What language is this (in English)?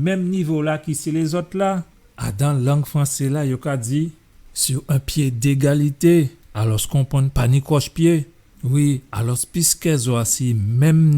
Guadeloupean Creole French